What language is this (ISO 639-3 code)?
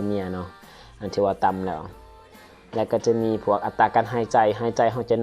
lao